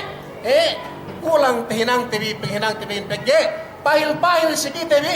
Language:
Yakan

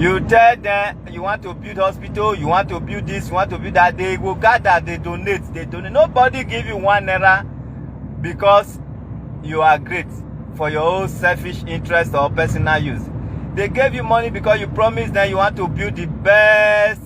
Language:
Nigerian Pidgin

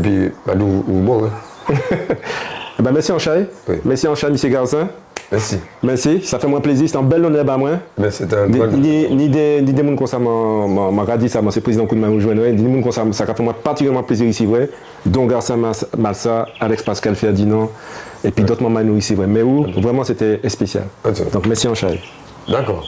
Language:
Guadeloupean Creole French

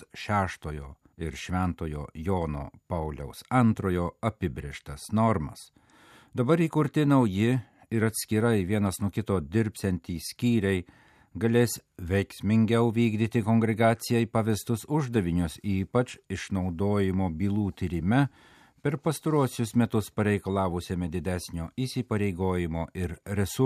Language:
Lithuanian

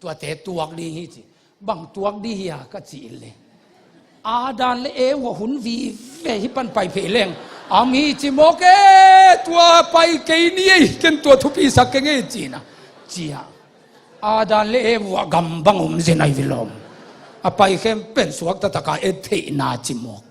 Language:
Tedim Chin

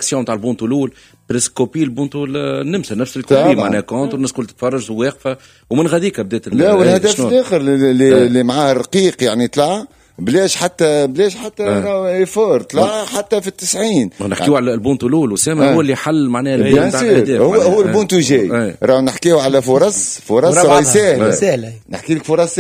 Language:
Tunisian Arabic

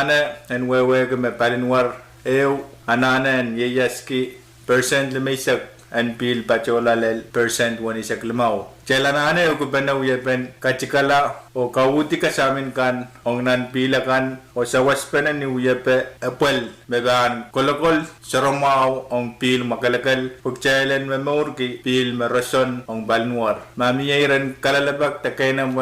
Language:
Pohnpeian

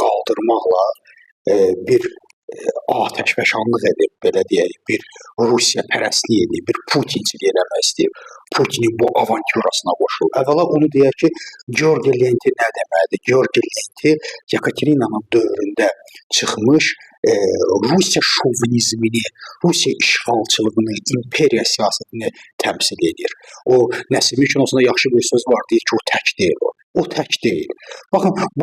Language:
Azerbaijani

